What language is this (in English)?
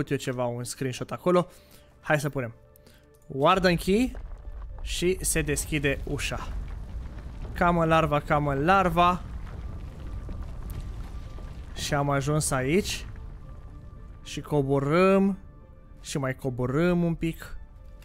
Romanian